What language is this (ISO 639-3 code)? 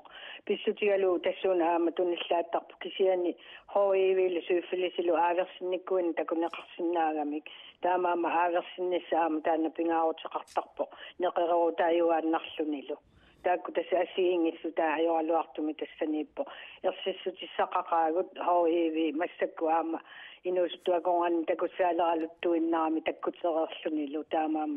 kal